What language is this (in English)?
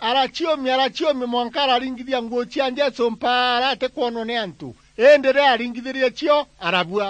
Meru